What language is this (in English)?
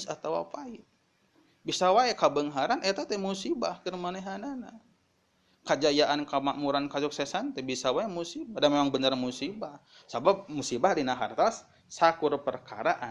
Sundanese